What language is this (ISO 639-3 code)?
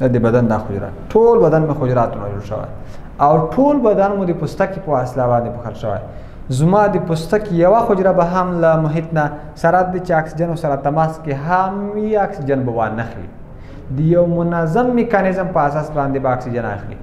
pus